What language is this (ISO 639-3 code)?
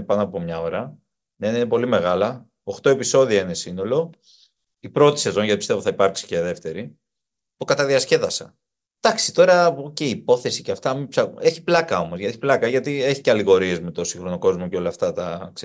ell